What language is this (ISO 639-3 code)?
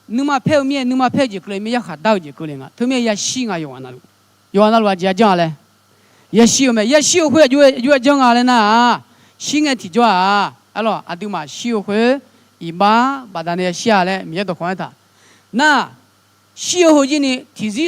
ahk